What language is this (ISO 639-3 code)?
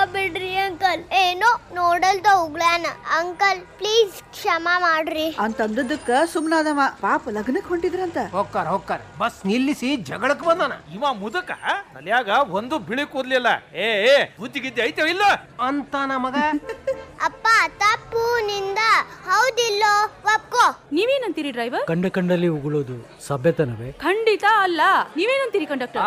kan